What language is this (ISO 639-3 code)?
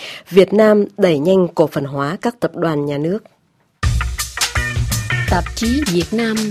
vie